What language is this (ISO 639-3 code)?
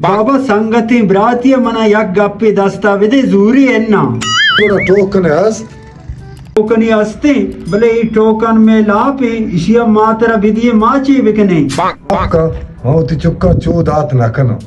bal